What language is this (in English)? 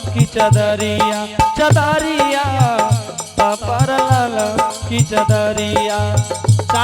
Angika